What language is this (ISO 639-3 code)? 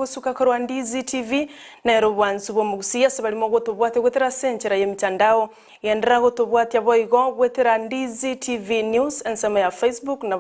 guz